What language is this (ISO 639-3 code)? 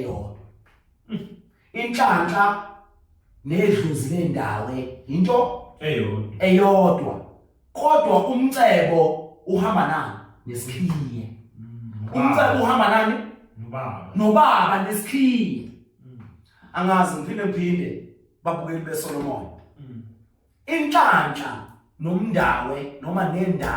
zul